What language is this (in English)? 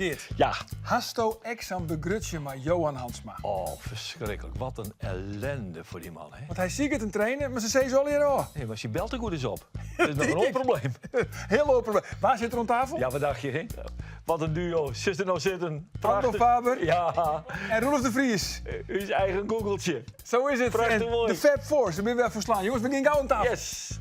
Western Frisian